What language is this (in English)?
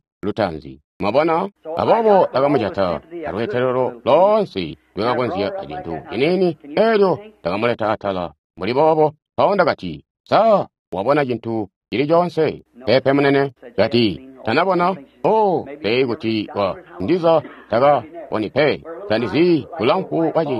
Tonga (Zambia)